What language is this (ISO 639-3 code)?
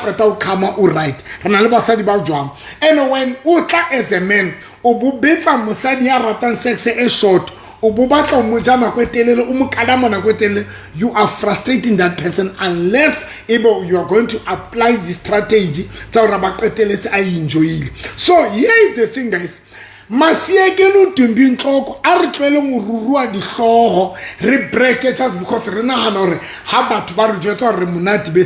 sot